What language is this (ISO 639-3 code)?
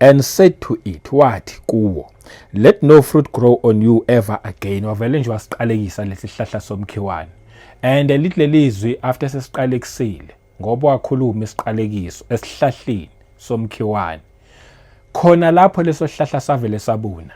zul